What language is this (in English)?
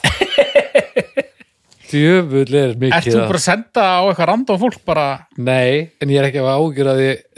Icelandic